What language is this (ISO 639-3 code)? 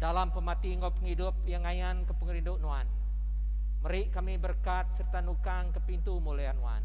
iba